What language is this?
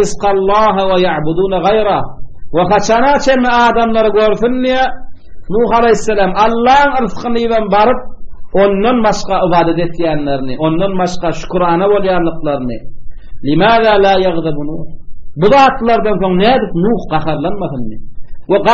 Turkmen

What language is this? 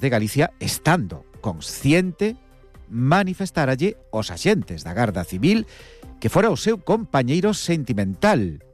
Galician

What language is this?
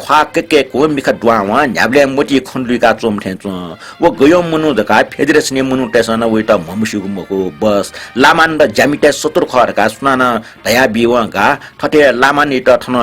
Newari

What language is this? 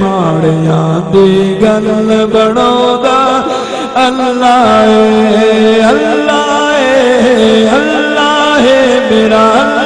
Saraiki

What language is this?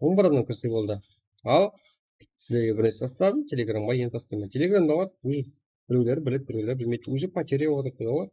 Kara-Kalpak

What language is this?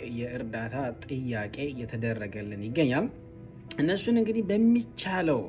Amharic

